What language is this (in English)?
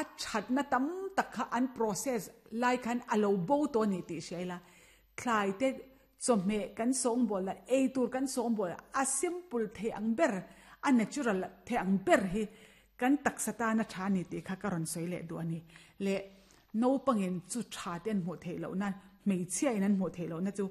Mizo